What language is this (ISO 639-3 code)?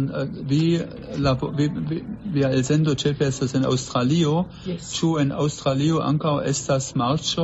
epo